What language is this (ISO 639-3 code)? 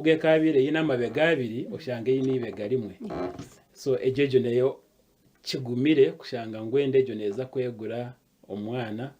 nyn